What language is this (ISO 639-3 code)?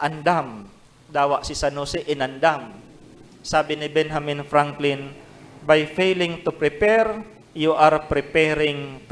bik